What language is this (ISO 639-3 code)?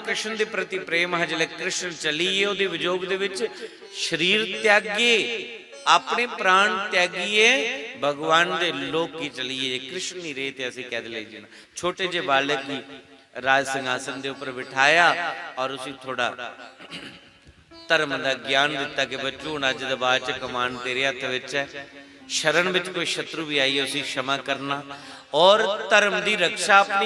doi